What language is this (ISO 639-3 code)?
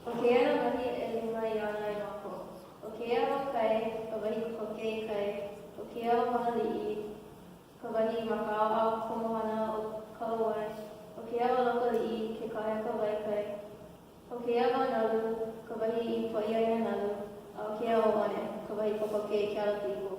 haw